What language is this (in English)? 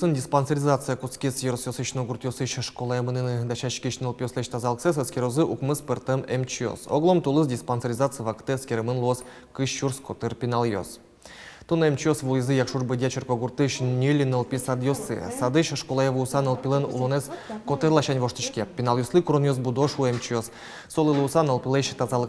Udmurt